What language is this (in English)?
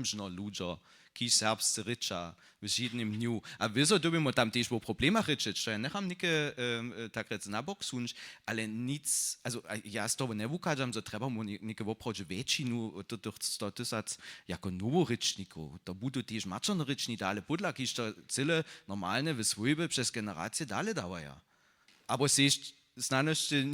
Upper Sorbian